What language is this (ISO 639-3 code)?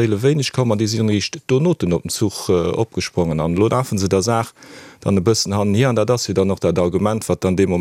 ltz